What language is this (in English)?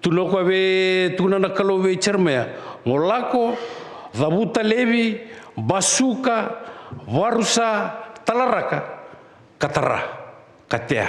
Fijian